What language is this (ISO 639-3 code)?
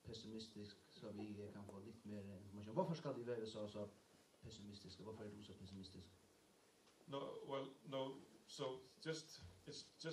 fao